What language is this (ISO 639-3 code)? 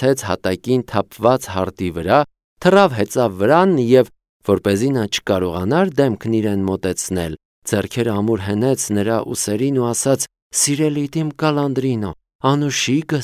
hye